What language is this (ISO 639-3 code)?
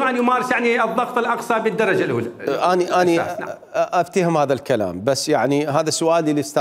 acm